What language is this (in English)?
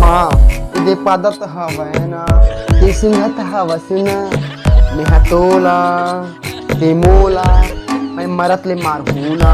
Chhattisgarhi